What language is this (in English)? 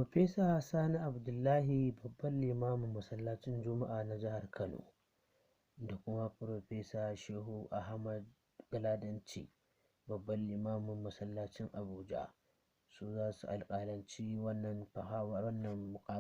Hausa